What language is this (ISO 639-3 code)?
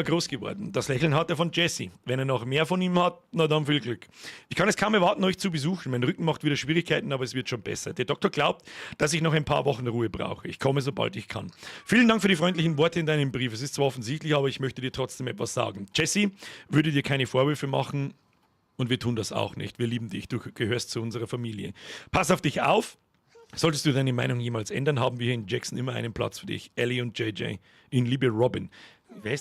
bar